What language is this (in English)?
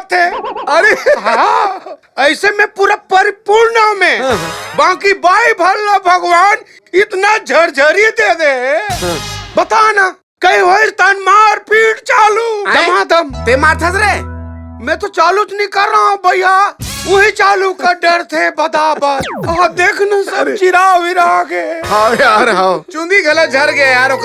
Chhattisgarhi